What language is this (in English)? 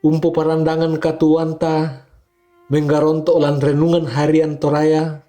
Toraja-Sa'dan